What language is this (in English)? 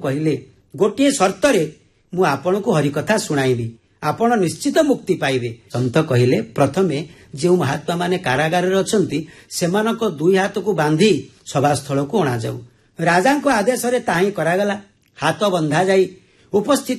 Odia